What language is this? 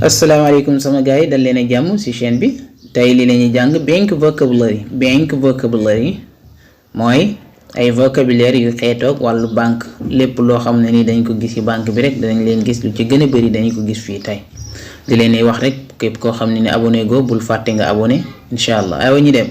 Wolof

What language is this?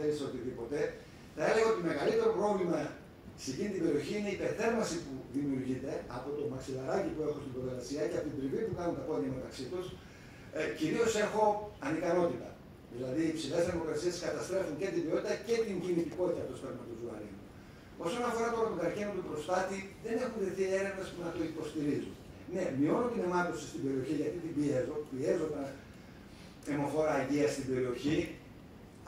Greek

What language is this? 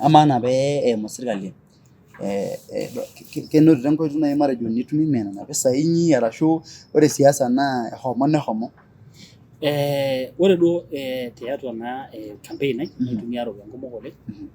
Masai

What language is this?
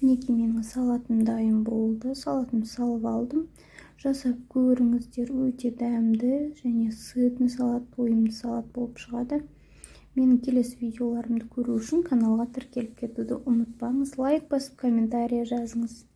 Kazakh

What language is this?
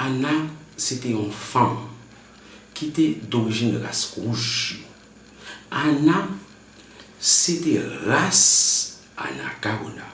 Haitian Creole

